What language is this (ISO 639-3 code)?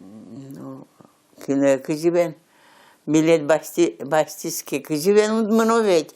udm